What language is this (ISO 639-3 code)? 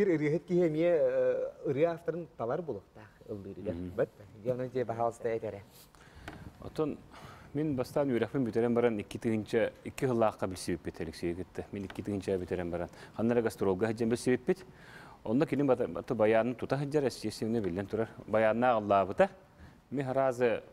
sah